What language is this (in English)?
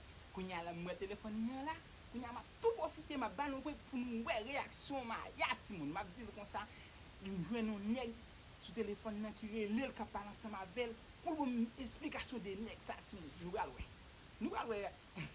Haitian Creole